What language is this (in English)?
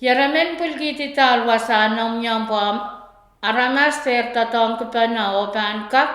Pohnpeian